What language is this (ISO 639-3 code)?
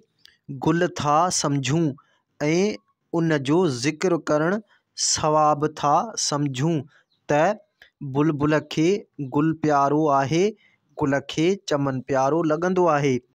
snd